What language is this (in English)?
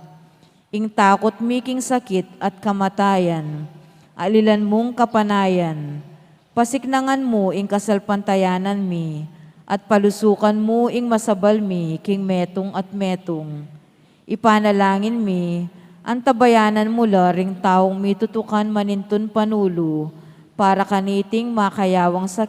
Pampanga